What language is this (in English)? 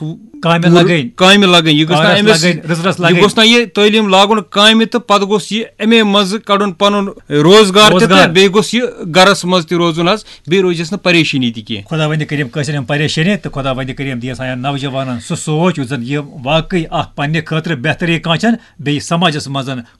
Kashmiri